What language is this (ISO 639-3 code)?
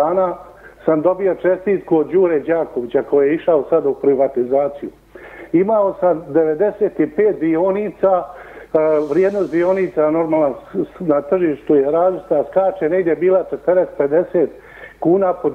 hrv